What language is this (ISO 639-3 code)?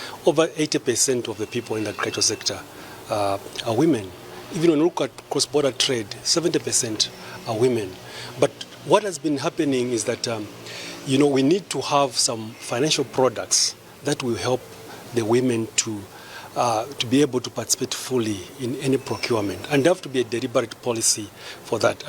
eng